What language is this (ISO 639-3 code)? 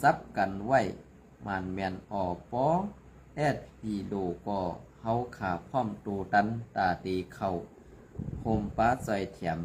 shn